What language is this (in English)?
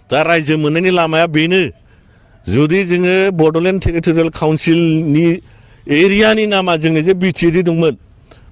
Bodo